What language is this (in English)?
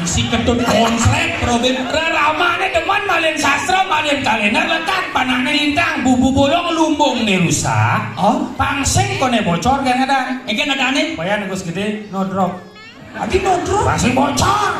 Balinese